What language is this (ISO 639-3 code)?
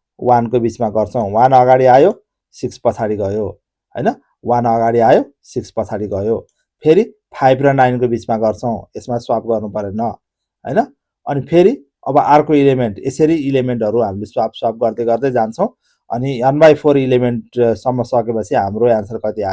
nep